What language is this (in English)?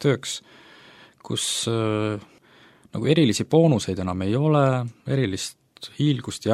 Estonian